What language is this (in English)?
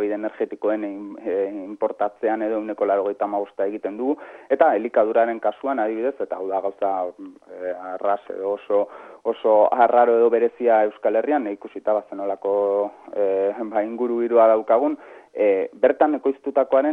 Basque